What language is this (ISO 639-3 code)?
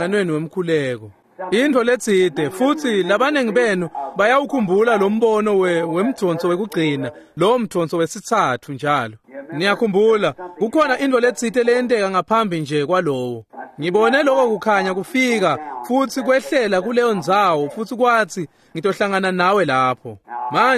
ssw